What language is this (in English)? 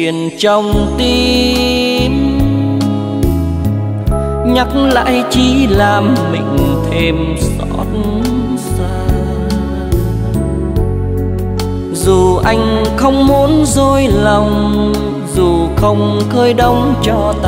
Vietnamese